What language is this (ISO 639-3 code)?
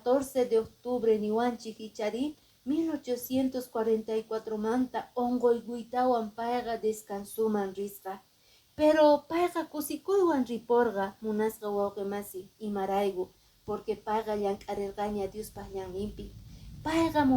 que